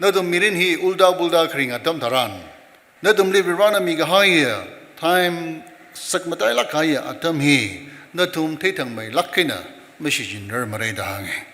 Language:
Tangkhul Naga (India)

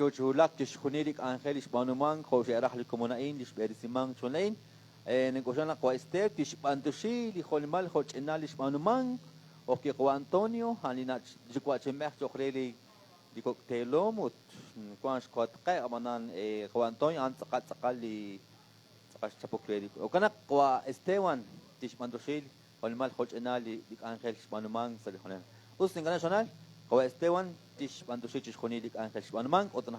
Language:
Kekchí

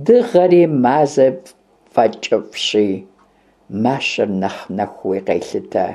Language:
Kabardian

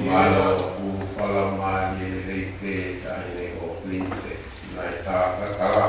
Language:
Tongan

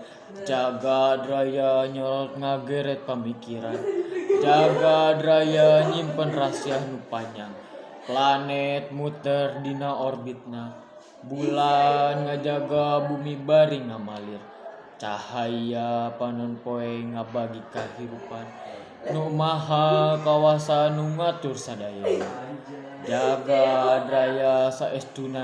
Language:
Sundanese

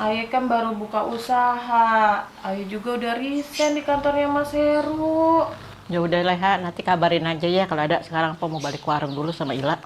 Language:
Betawi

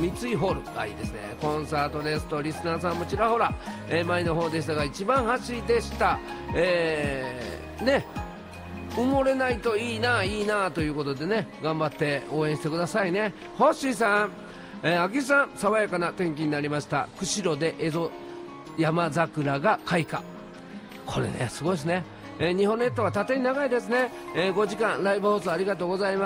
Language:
Japanese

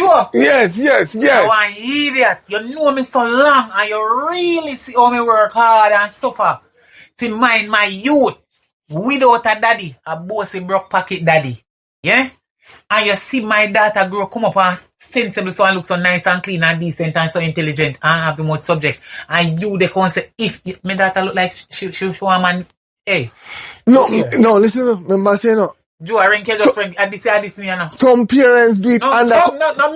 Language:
Jamaican Creole English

